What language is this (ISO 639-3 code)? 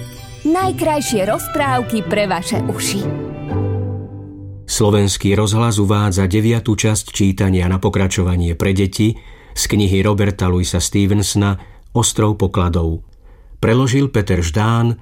slk